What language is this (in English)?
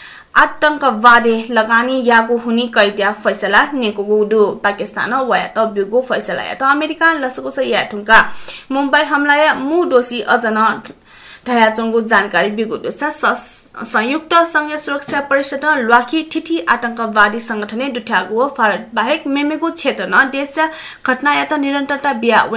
Newari